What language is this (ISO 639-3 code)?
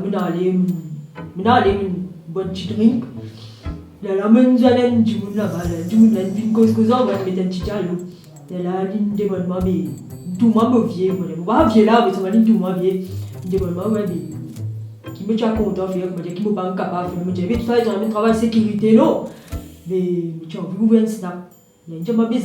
mfe